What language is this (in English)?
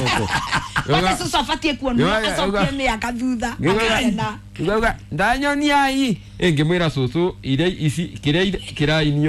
Kikuyu